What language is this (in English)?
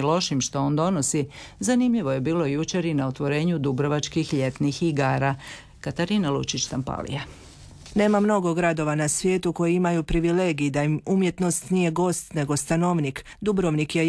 Croatian